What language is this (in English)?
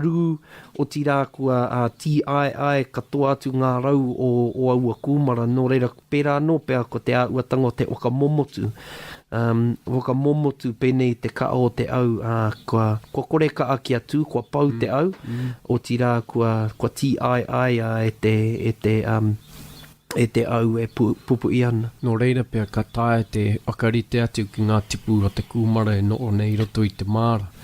Māori